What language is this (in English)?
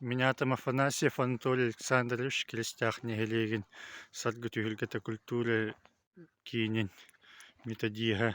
Yakut